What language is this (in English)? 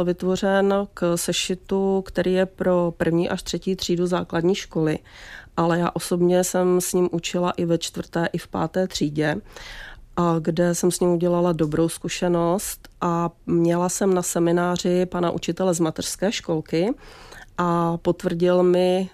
Czech